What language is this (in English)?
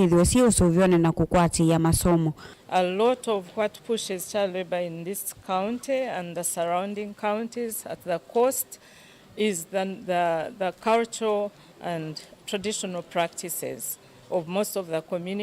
Kamba